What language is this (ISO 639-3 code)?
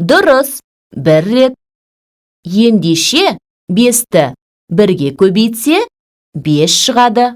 kaz